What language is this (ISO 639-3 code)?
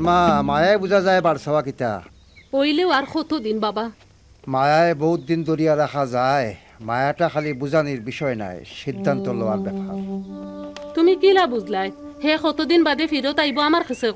syl